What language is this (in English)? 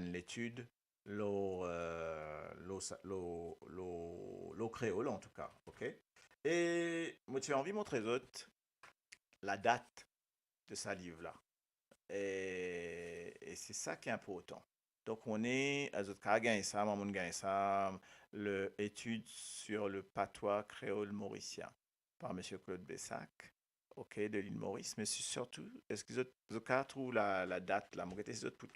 Morisyen